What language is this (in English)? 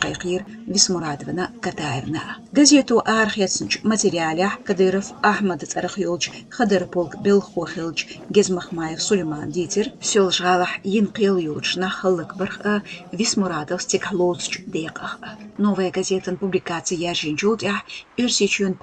Chechen